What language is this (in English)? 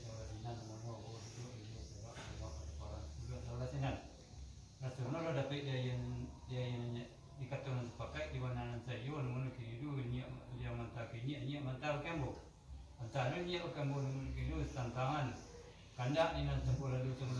Minangkabau